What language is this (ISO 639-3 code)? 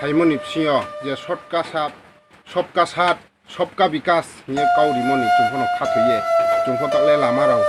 ria